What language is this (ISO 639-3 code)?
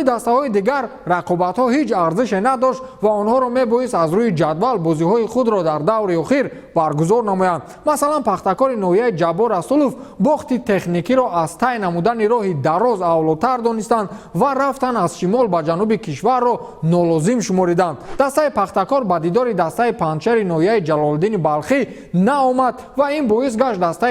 tgk